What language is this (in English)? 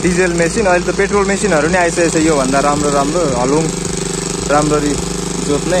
Nepali